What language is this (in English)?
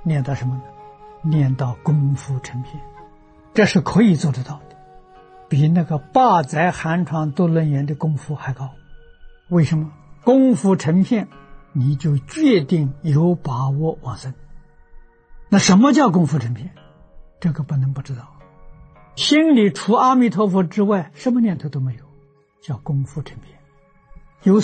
Chinese